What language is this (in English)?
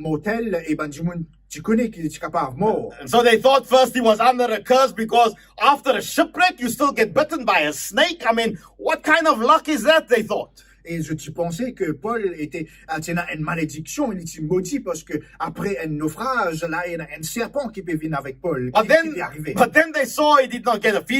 Morisyen